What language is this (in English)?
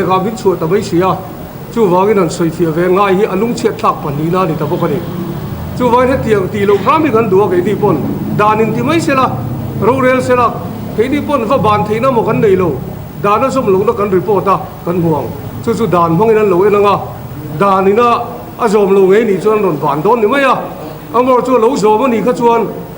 Mizo